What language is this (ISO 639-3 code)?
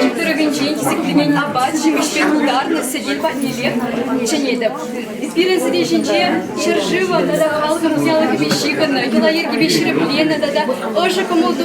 chv